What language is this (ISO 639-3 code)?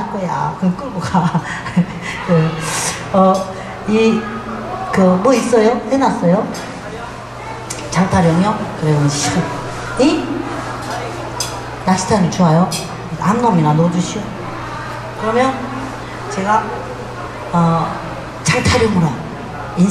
kor